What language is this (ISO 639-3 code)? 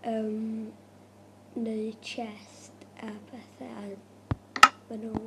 cym